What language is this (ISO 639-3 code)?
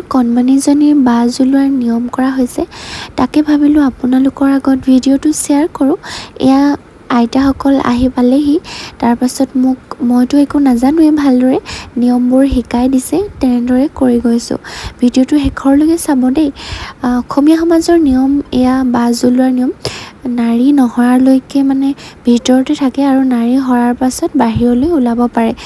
asm